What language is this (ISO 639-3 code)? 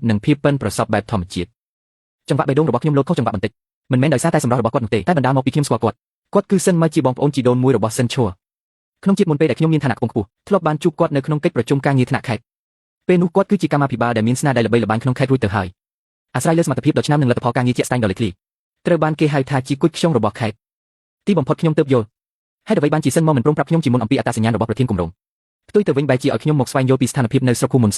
khm